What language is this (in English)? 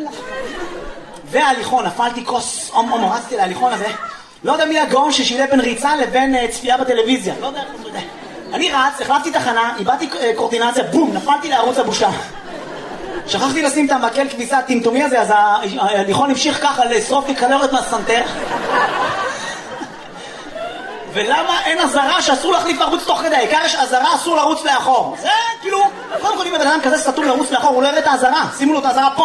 Hebrew